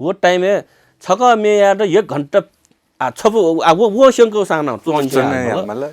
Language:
Newari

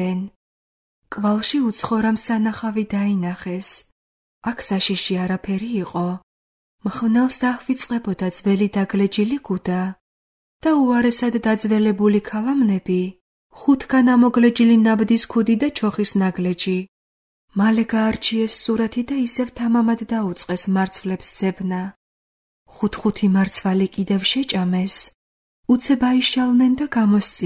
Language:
Georgian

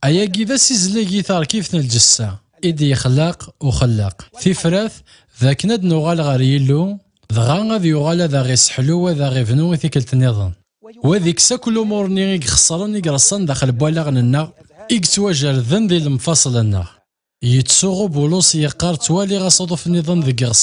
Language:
Kabyle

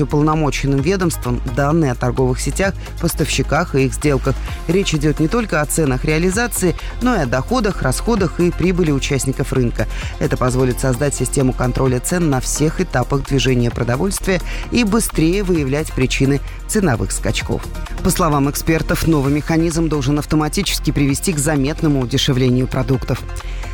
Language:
Russian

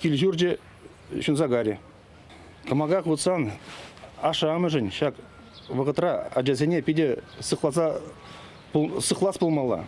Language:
Chuvash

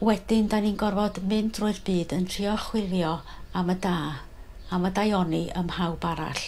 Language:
Welsh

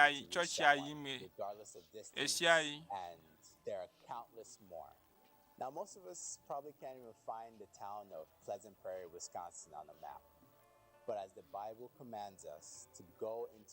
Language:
Ewe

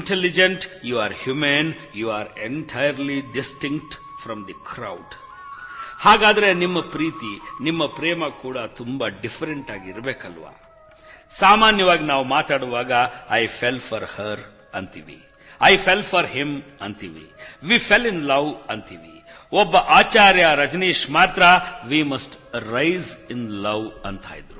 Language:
Kannada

